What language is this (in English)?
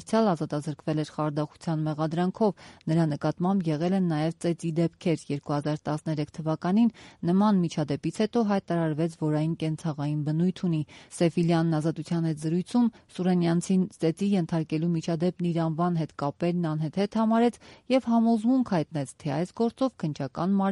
Armenian